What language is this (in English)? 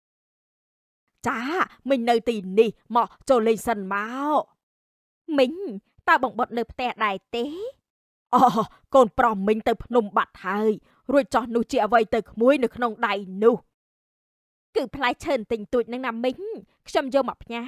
Khmer